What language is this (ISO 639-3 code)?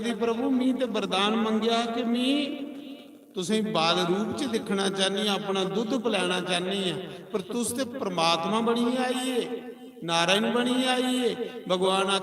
doi